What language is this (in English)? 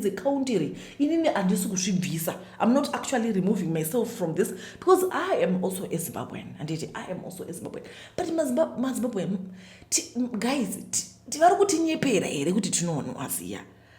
Shona